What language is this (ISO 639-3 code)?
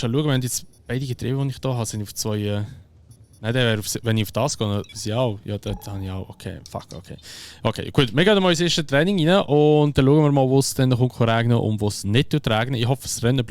gsw